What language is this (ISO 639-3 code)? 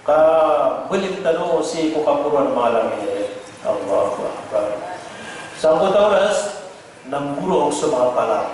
mrw